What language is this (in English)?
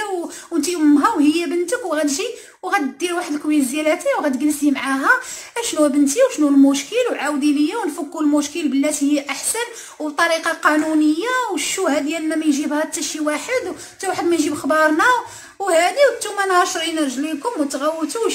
Moroccan Arabic